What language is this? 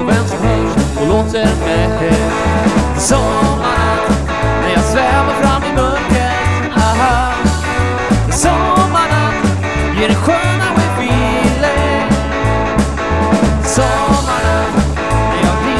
Swedish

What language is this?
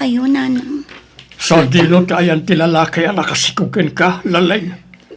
Iloko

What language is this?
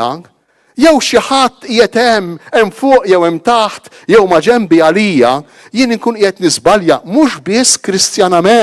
Maltese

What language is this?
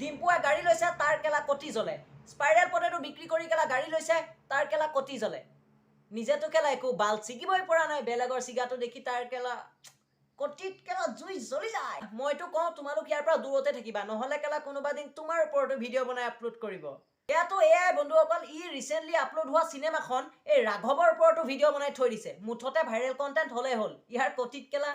Assamese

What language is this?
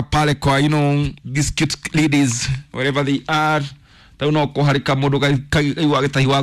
Kikuyu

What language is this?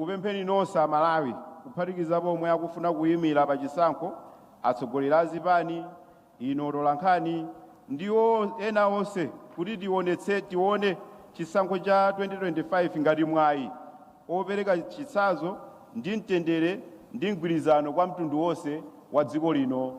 Nyanja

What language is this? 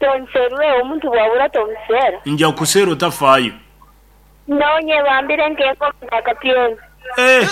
Nyankole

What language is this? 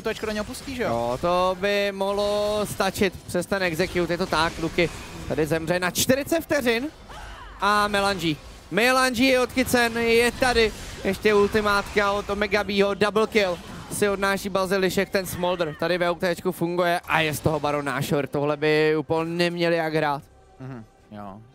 Czech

